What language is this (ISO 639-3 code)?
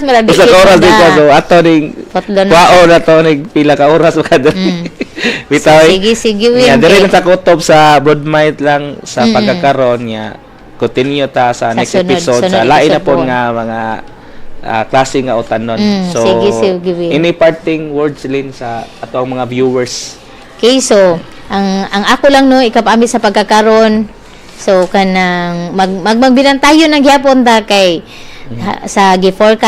ceb